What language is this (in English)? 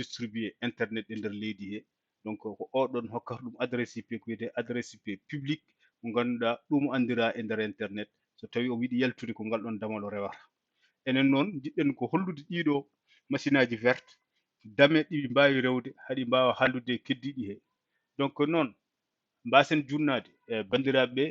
Fula